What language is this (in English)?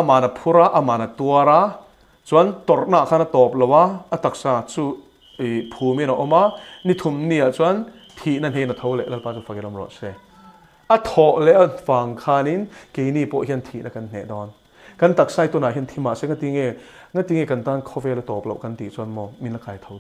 Mizo